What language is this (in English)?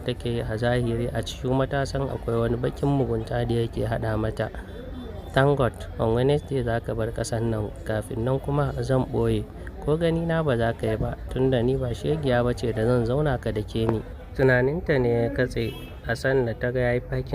Hausa